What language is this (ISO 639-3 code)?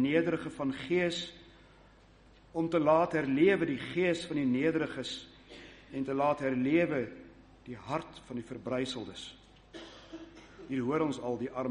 afr